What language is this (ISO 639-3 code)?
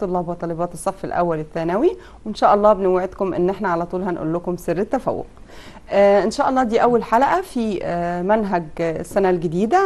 arz